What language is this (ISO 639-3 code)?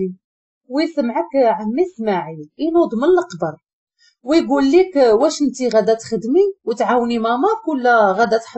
ary